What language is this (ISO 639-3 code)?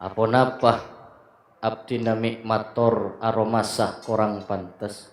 mad